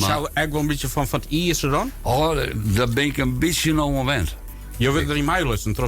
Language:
Western Frisian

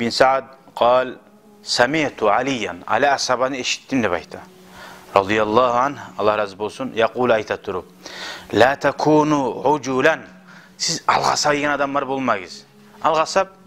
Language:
Kumyk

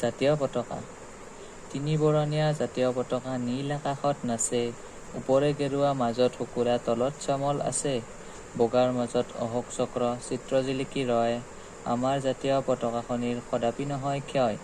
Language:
Assamese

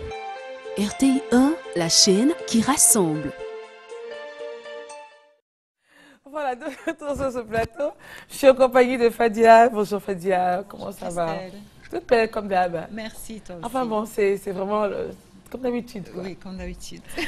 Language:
French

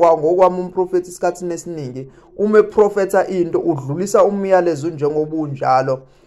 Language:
Zulu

